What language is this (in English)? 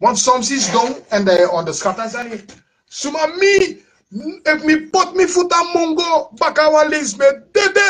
Sranan Tongo